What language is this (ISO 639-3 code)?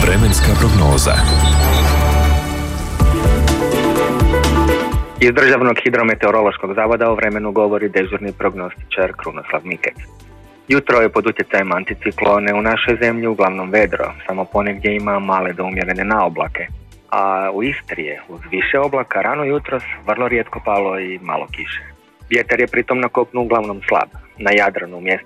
hrv